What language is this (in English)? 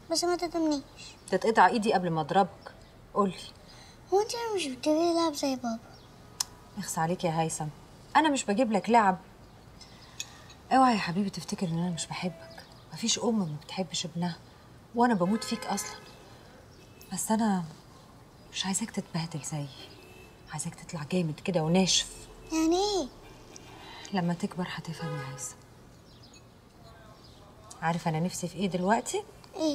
Egyptian Arabic